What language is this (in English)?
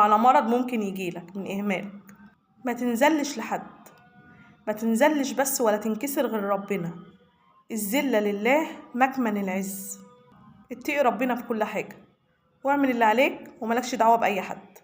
Egyptian Arabic